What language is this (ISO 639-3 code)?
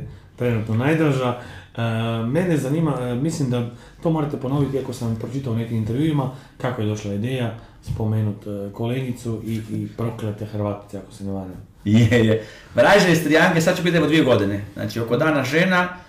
hrv